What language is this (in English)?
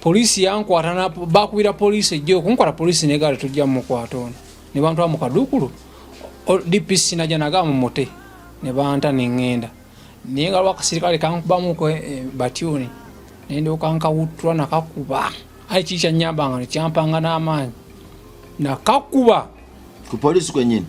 Ganda